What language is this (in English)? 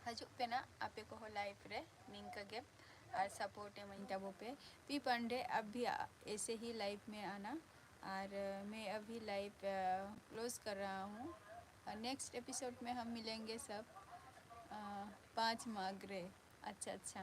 Santali